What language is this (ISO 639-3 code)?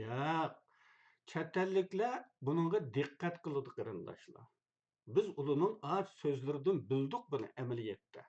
uig